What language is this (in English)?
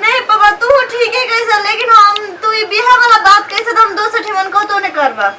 Maithili